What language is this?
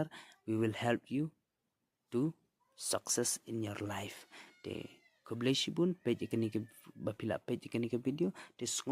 Khasi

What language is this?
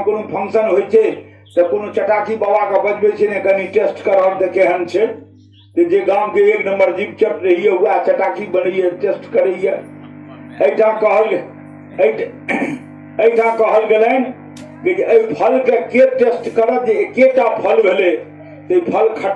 Maithili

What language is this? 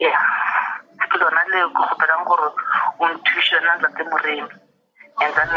Northern Sotho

